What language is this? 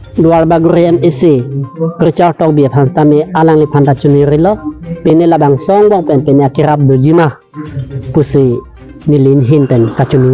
Karbi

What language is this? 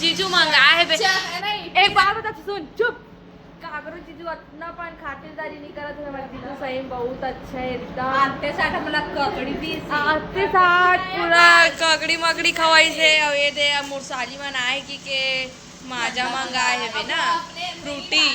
Chhattisgarhi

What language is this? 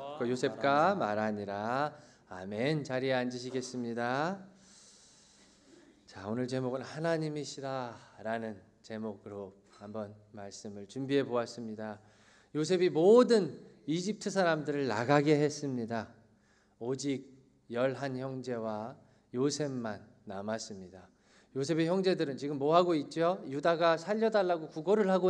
Korean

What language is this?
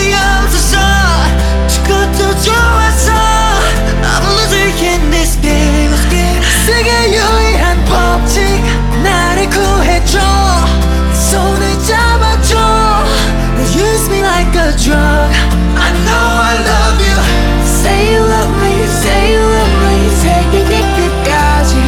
Korean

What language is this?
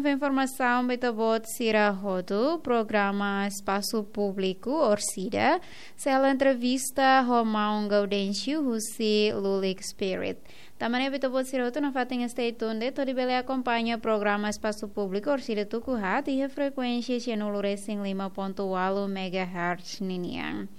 Tetum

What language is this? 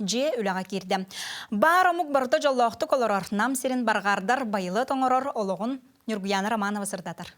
Yakut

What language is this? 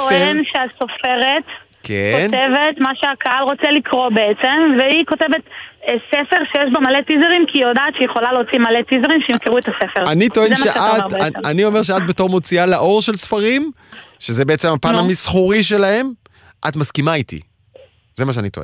Hebrew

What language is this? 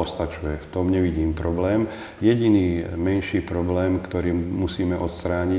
Slovak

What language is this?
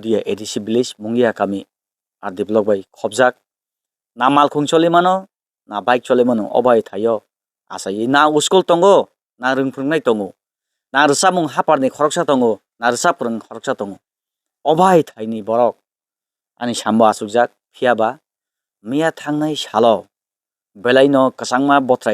Kok Borok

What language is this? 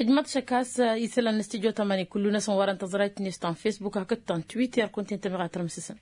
Tamasheq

